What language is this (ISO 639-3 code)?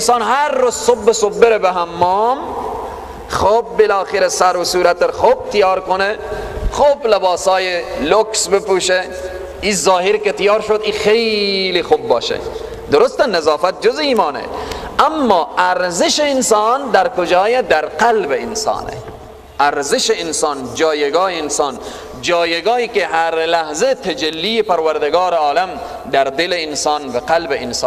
fas